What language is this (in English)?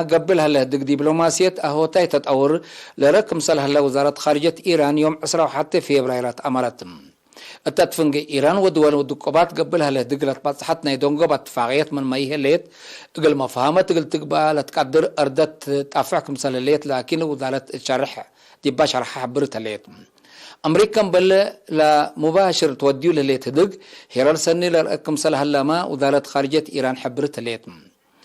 Tigre